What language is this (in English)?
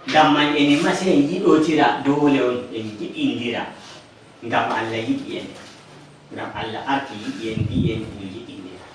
Nigerian Fulfulde